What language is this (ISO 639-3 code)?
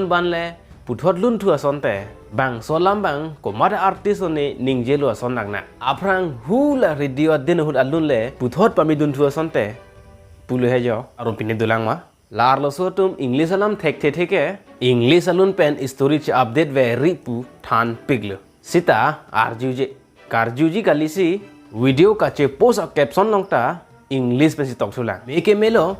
mjw